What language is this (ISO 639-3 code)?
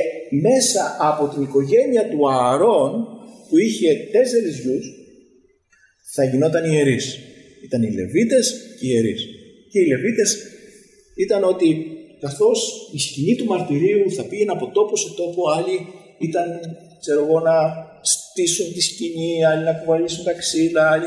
ell